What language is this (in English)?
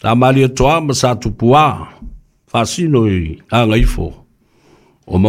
Samoan